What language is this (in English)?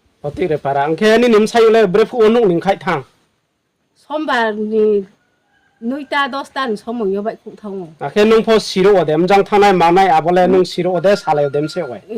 Riang (India)